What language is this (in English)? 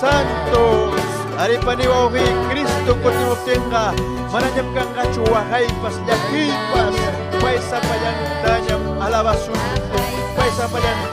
Ayacucho Quechua